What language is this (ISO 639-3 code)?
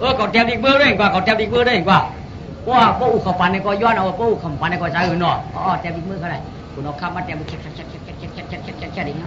shn